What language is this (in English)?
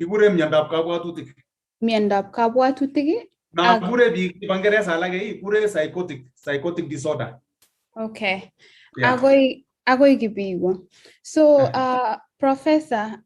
Kalenjin